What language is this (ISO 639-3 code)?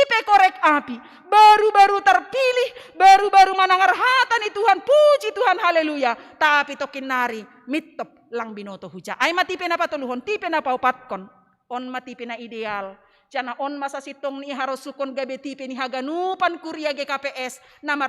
bts